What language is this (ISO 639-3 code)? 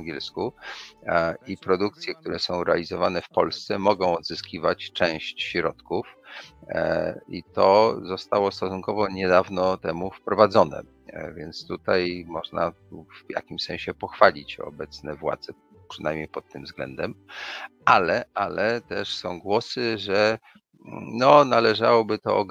pol